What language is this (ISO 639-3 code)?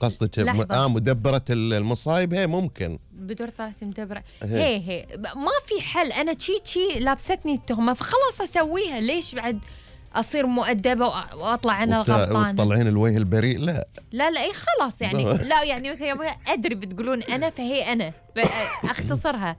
afb